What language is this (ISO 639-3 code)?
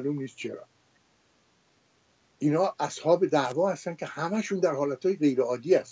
fas